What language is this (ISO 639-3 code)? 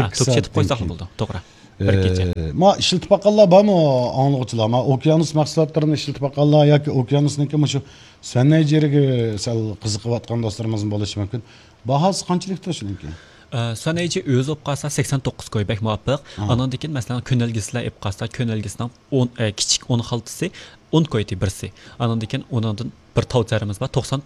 uig